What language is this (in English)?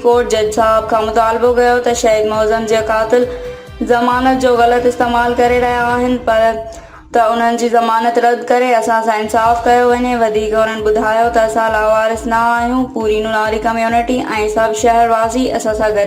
Sindhi